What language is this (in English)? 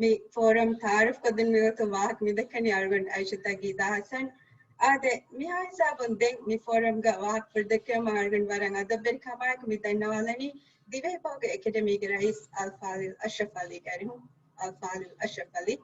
Divehi